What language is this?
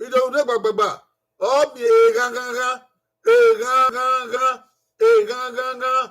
Bini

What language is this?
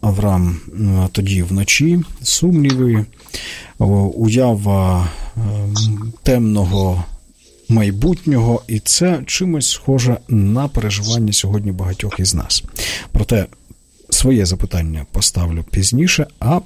Ukrainian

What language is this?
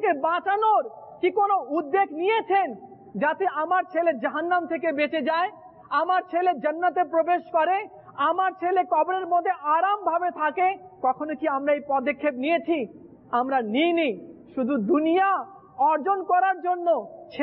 Bangla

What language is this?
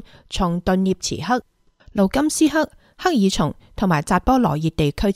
Cantonese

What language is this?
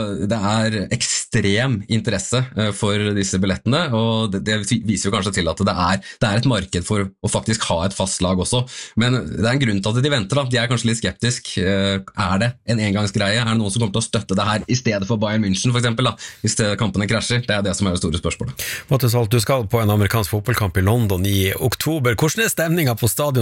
Norwegian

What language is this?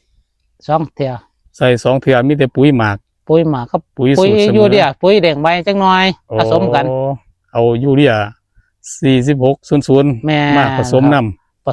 Northeastern Thai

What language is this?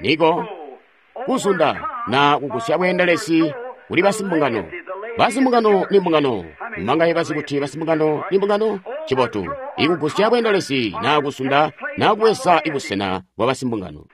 Tonga (Zambia)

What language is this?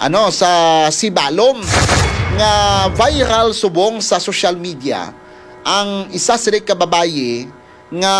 Hiligaynon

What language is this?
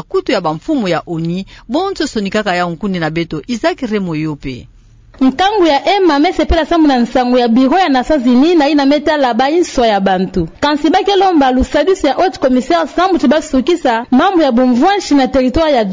Kituba (Democratic Republic of Congo)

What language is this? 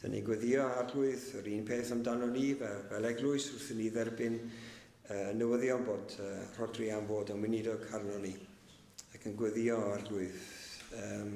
Welsh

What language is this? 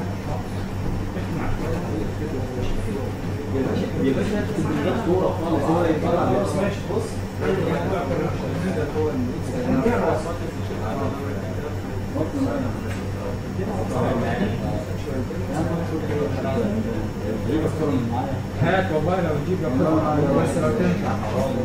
Egyptian Arabic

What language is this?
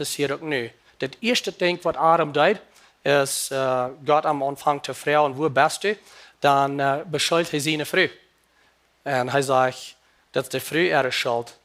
Plautdietsch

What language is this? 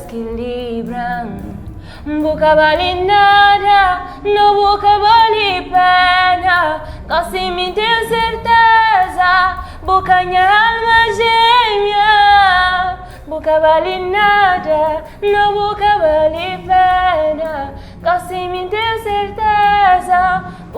Kabuverdianu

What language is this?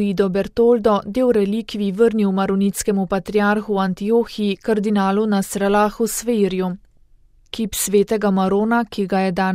Slovenian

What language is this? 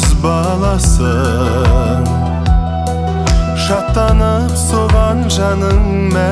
Kazakh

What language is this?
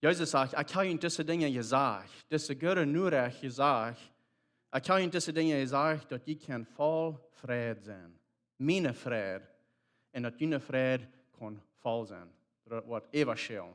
Plautdietsch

